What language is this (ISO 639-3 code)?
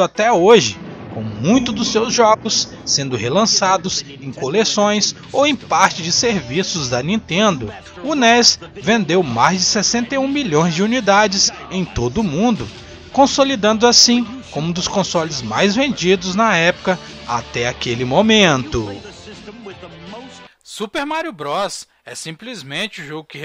por